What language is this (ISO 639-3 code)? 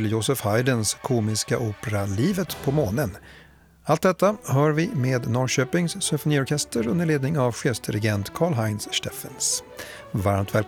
swe